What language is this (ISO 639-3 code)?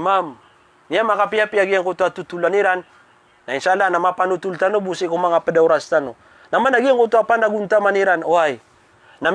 mrw